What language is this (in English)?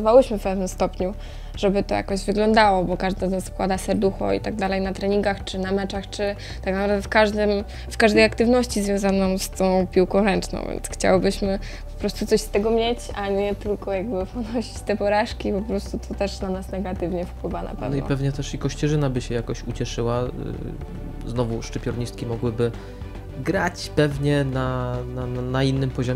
Polish